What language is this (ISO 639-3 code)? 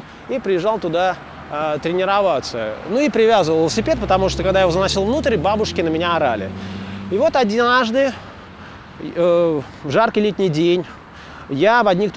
rus